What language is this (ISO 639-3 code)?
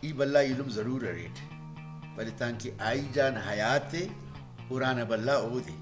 brh